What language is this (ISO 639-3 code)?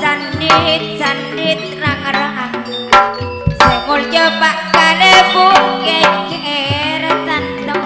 mad